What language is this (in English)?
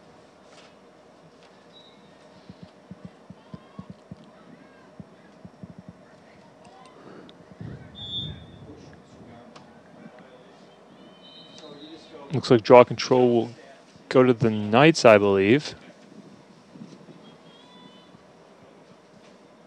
English